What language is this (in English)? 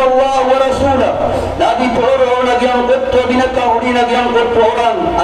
Maranao